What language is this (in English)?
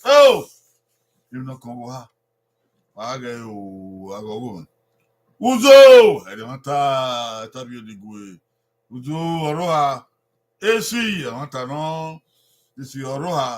Bini